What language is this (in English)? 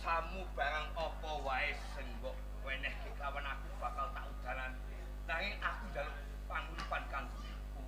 Javanese